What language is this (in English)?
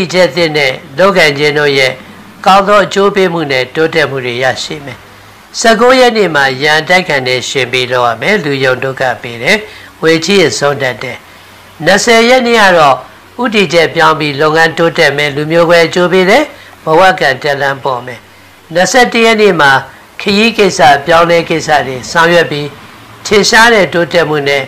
Burmese